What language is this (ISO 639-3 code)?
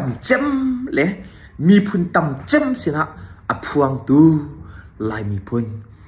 cnh